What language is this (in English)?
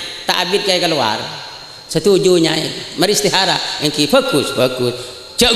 Madurese